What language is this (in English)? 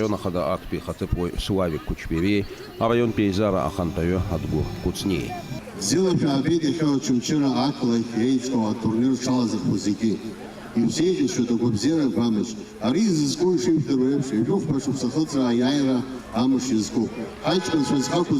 Abkhazian